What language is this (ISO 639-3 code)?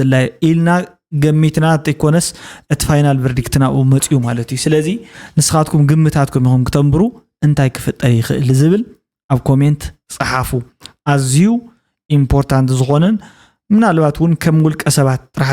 tir